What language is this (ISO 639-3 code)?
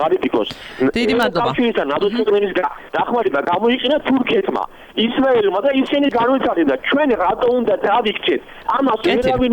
kat